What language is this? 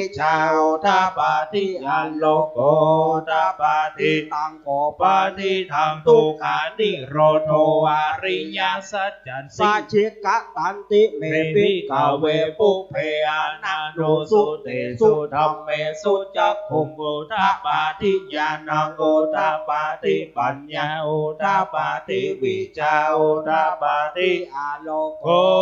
Pali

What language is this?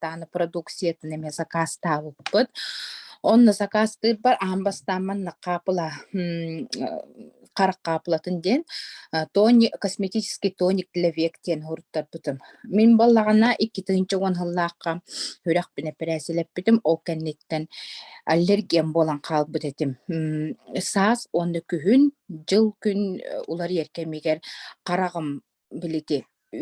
Yakut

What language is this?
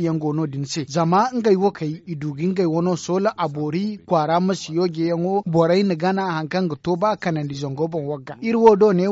Zarma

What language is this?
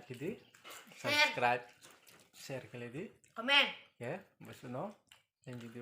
Riang (India)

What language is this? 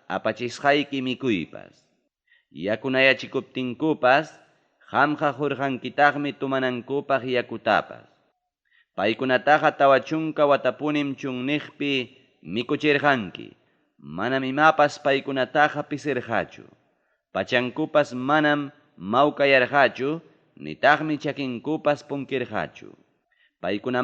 Ayacucho Quechua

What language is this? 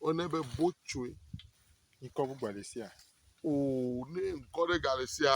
Ewe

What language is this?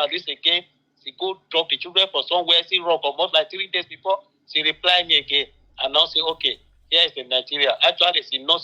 Nigerian Pidgin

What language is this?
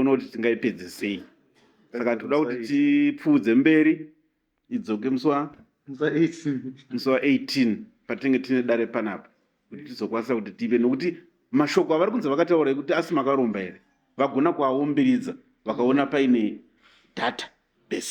Shona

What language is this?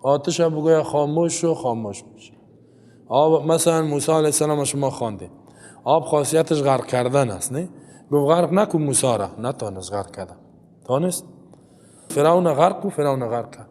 Persian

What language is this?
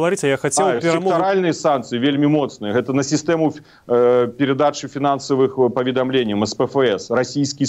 Belarusian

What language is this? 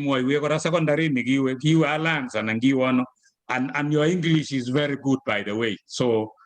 Kalenjin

